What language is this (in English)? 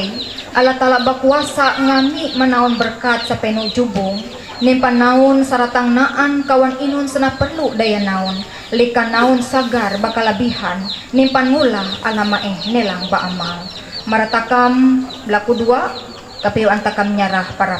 Ma'anyan